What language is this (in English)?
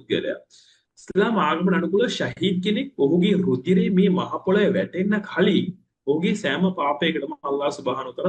Sinhala